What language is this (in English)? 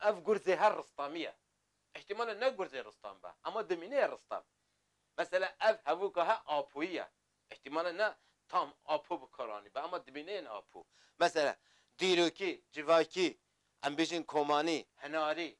Kurdish